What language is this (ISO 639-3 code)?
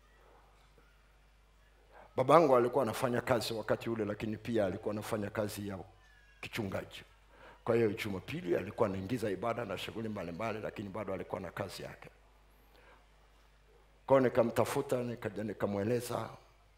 swa